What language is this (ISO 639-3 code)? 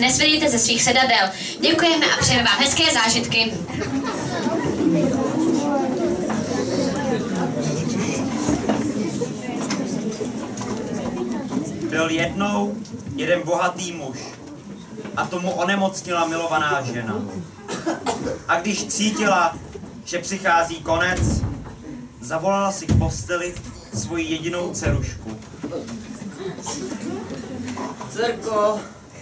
ces